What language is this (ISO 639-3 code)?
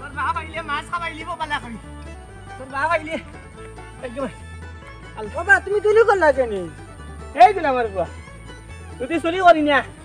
syl